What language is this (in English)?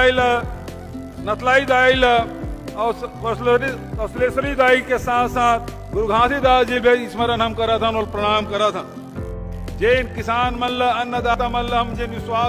Chhattisgarhi